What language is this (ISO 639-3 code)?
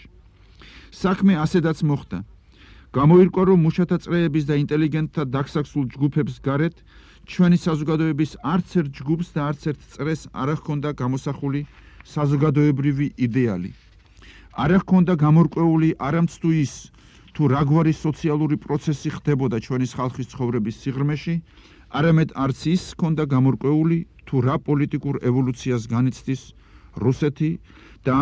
kat